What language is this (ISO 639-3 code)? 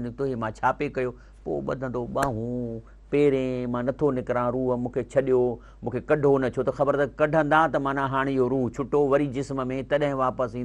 snd